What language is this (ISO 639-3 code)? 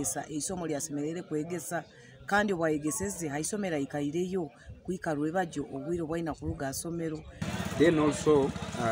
nyn